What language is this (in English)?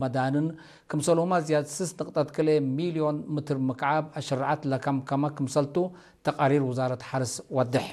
Tigrinya